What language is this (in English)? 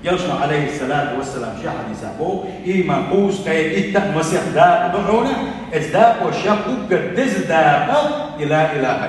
Chechen